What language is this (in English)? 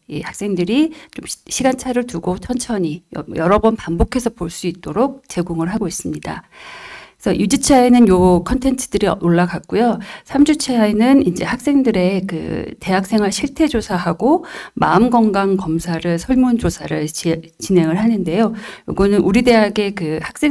Korean